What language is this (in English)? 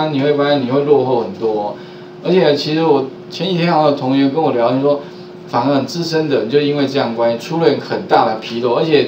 Chinese